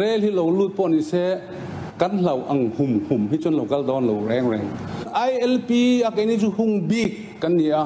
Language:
Mizo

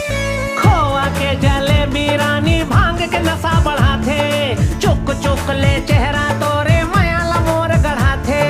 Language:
Chhattisgarhi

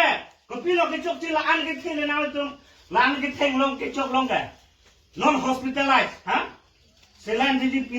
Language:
Karbi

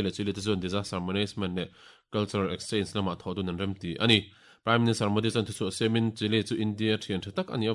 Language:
Mizo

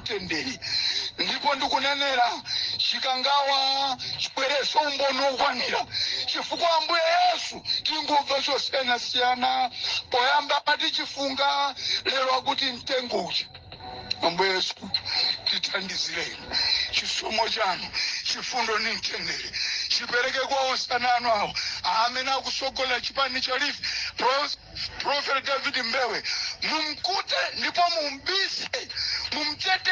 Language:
Nyanja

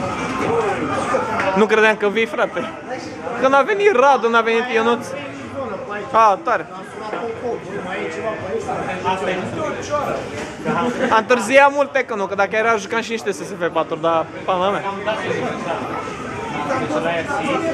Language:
Romanian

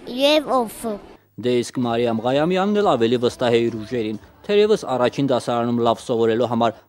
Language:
Armenian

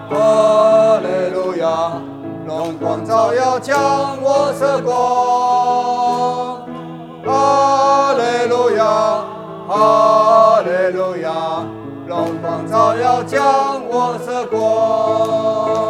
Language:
Chinese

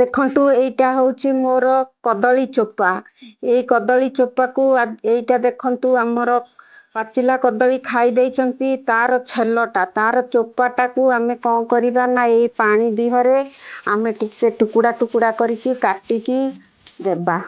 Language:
Odia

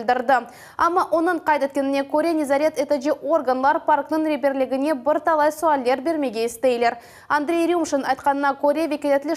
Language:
Crimean Tatar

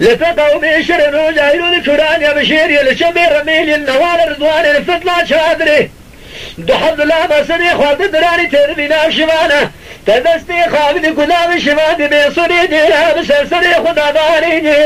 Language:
Kurdish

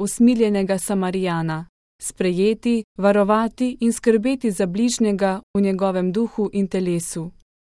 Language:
Slovenian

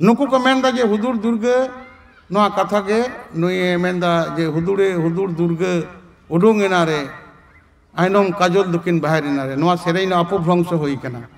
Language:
Santali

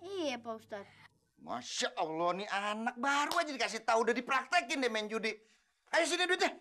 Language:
Betawi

